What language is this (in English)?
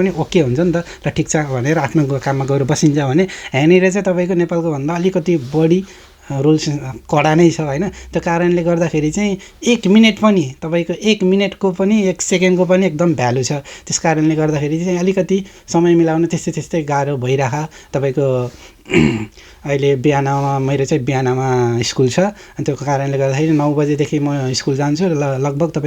Nepali